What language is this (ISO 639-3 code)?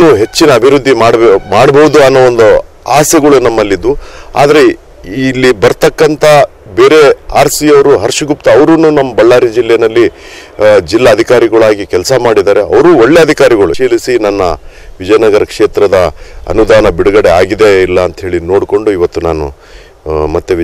kan